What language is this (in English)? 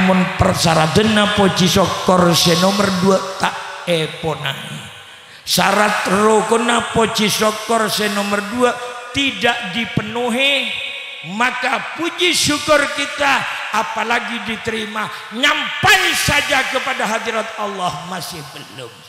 Madurese